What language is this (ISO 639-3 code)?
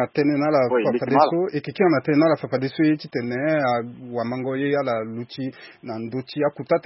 sag